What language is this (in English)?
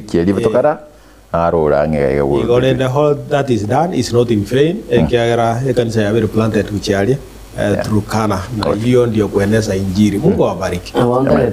Gusii